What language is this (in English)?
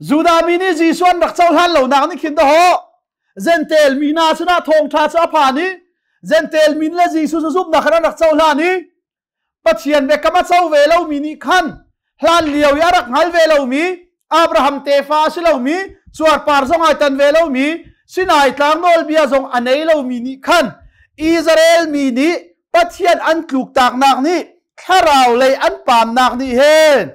Hakha Chin